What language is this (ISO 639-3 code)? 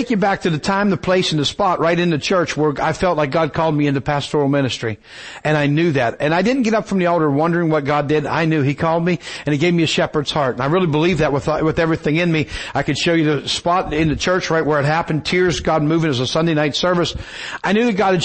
eng